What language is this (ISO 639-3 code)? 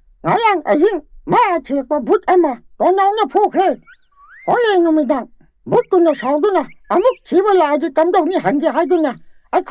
mni